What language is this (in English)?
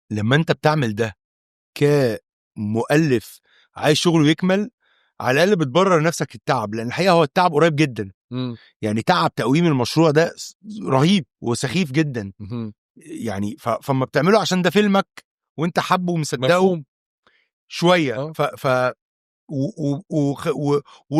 Egyptian Arabic